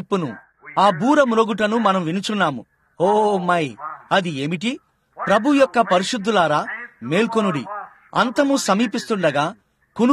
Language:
Telugu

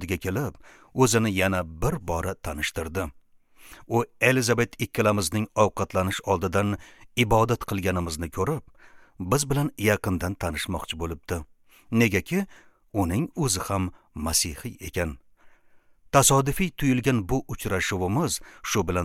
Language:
Uzbek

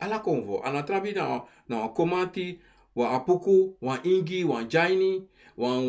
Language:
Sranan Tongo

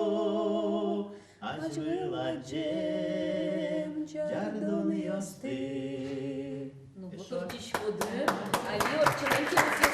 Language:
Udmurt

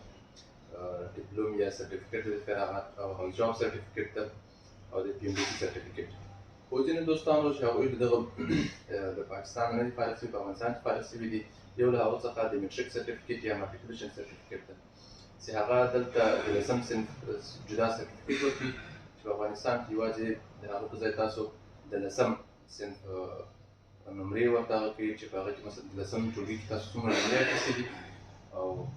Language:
Pashto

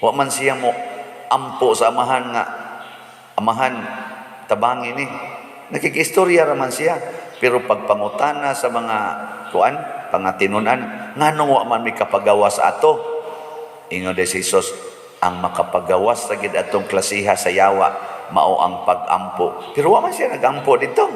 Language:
Cebuano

